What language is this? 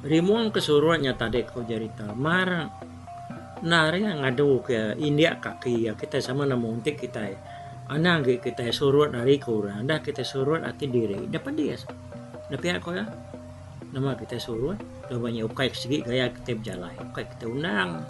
Iban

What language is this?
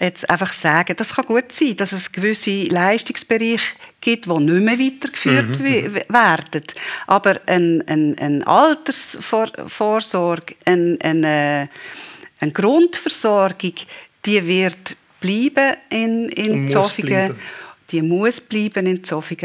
Swiss German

